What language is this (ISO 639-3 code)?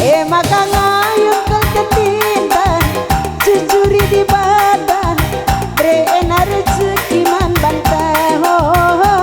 btx